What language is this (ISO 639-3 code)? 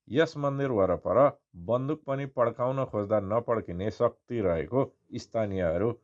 nep